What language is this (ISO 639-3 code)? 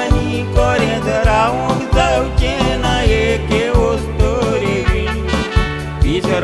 kok